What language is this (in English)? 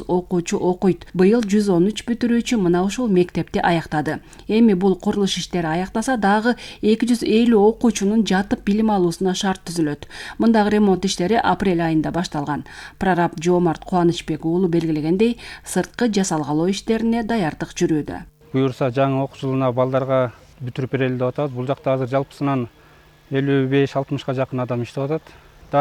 Kyrgyz